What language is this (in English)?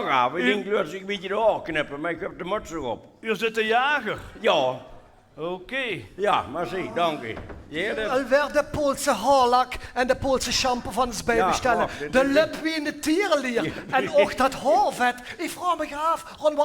Limburgish